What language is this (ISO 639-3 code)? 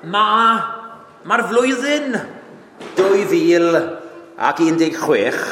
cym